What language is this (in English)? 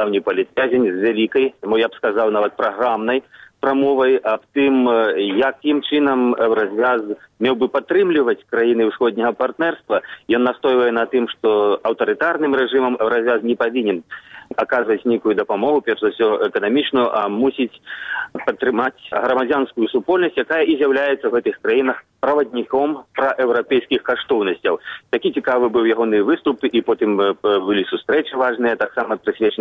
Belarusian